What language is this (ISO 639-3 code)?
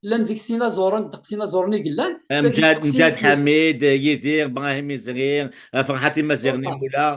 kab